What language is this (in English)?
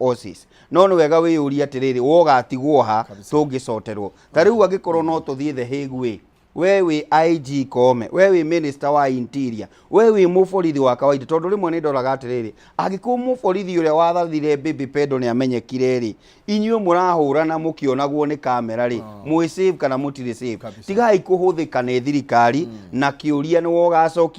Kikuyu